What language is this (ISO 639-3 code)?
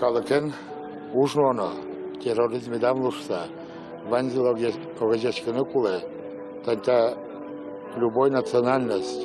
udm